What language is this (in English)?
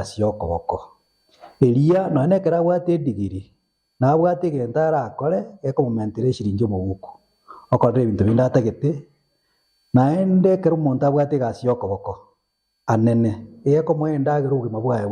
Gusii